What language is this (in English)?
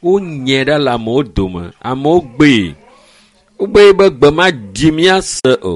Ewe